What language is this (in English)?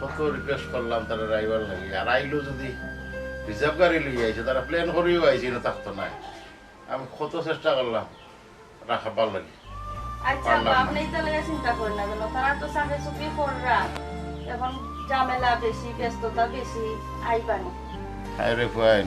Sylheti